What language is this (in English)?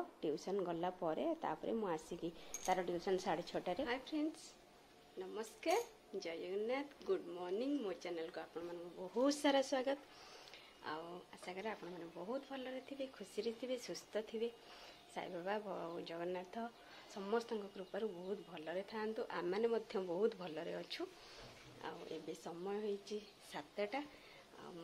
Odia